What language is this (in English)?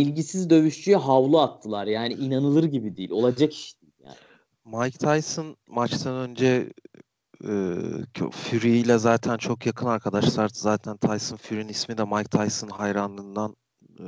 Turkish